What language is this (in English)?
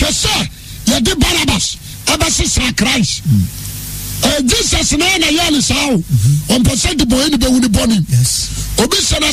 Akan